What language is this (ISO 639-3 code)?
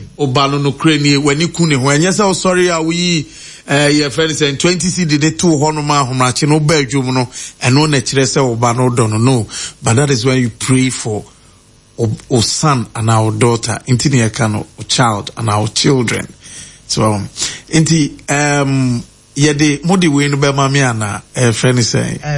aka